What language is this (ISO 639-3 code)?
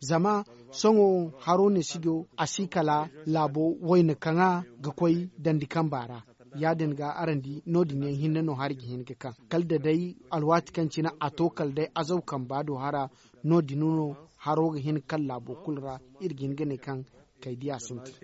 dje